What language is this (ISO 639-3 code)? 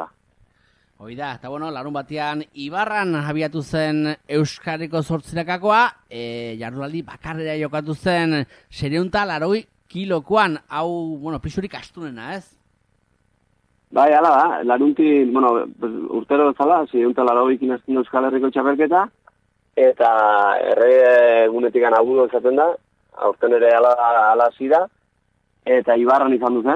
eus